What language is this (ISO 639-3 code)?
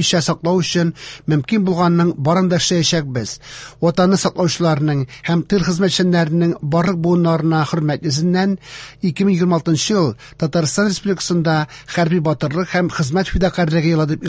tat